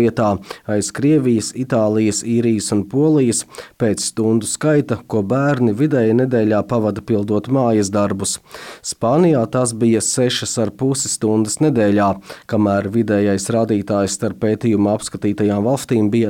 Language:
Latvian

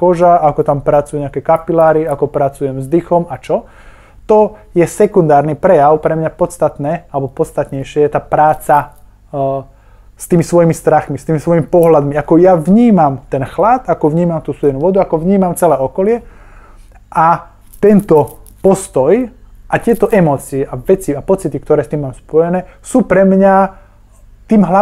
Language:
Slovak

